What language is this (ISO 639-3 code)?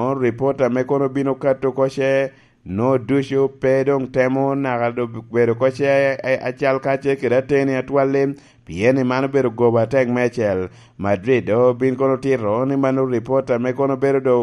laj